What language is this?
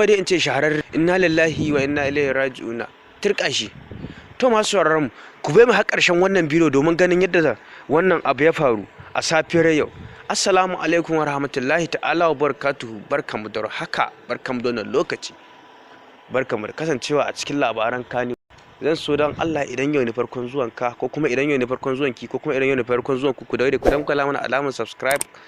Hausa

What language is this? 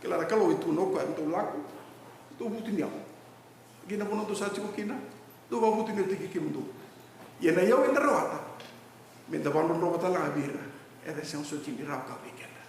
Fijian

